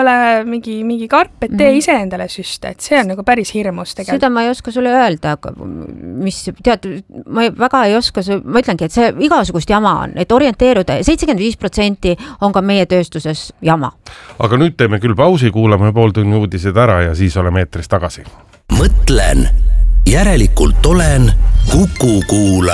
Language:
Estonian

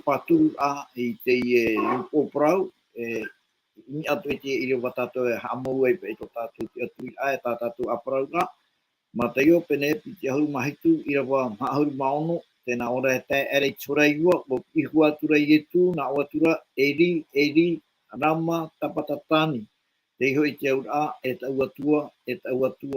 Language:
Tahitian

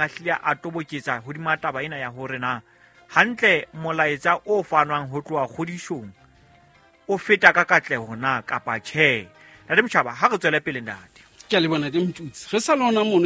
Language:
Southern Sotho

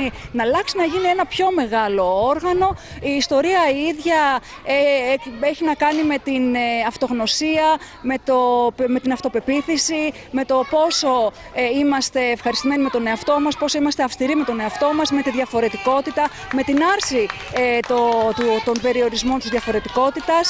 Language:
Greek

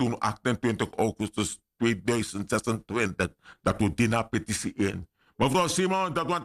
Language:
Sranan Tongo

